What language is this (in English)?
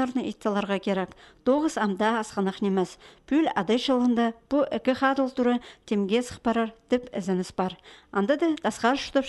Khakas